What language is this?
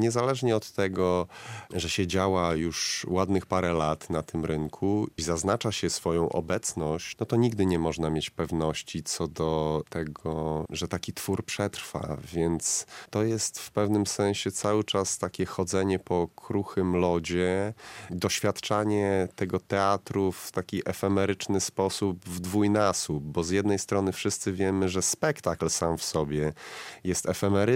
Polish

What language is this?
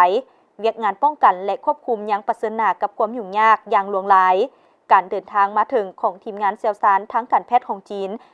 Lao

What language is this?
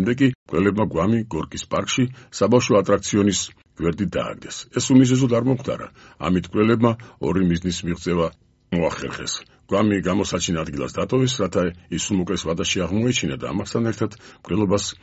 Georgian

